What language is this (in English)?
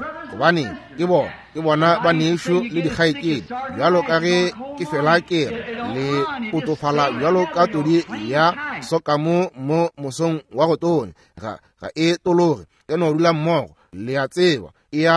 Northern Sotho